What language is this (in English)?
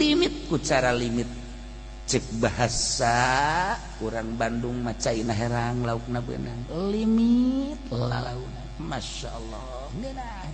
Sundanese